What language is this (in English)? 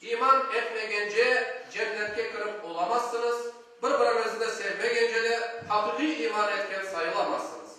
Crimean Tatar